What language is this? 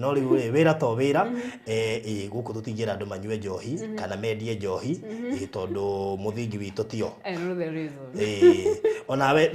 Kikuyu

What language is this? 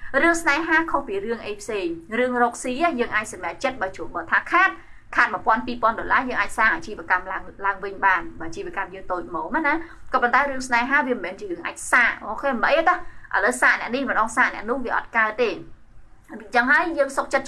Khmer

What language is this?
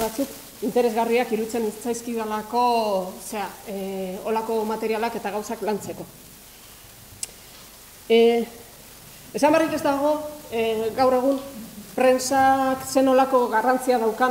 Basque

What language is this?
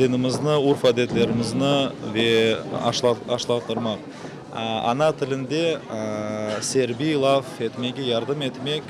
Crimean Tatar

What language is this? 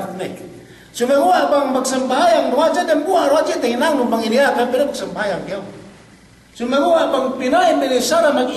Yakan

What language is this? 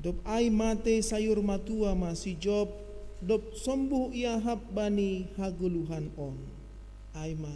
Batak Simalungun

